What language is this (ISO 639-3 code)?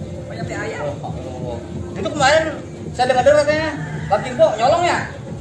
bew